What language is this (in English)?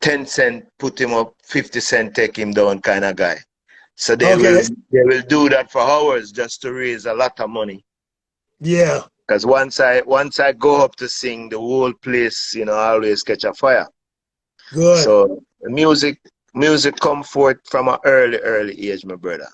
Jamaican Creole English